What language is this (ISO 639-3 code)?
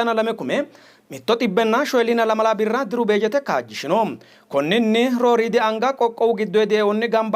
sid